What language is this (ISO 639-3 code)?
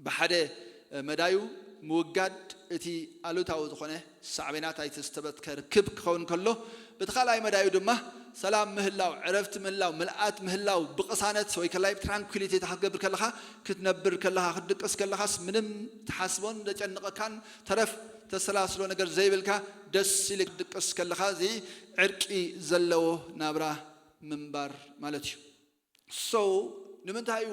tir